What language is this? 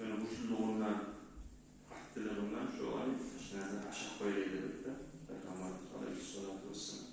Kumyk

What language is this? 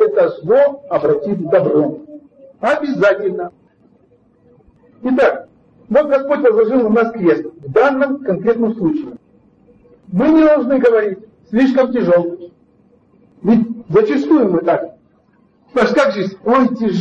Russian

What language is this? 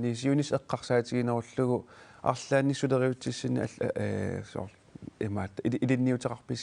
Kalaallisut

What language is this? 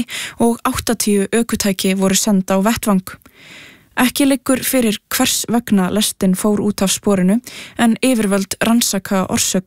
Icelandic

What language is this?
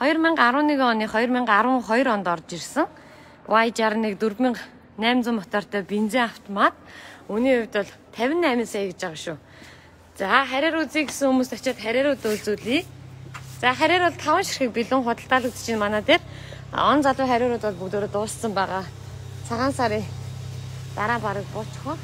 Mongolian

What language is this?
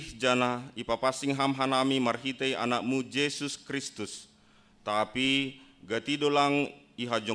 Batak Simalungun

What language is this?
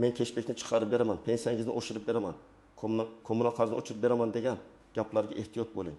Uzbek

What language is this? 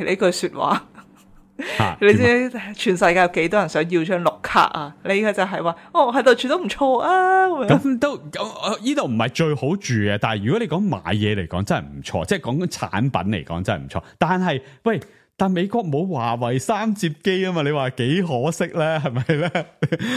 Cantonese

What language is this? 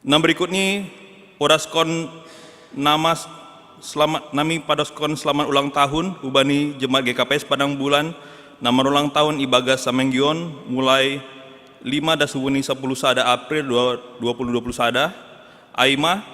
Batak Simalungun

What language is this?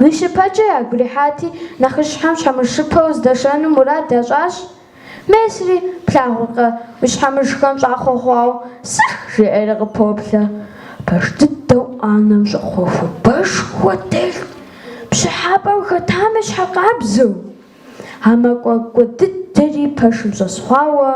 Kabardian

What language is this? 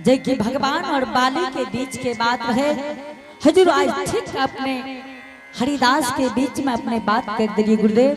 Angika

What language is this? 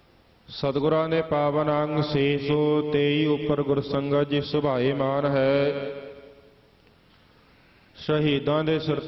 Punjabi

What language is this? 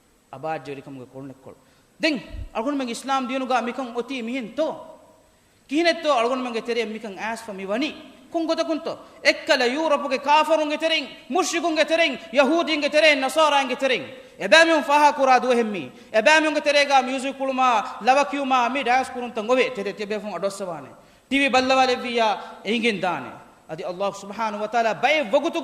Divehi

